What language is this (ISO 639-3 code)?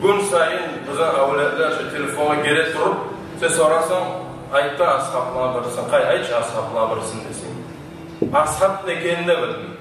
kum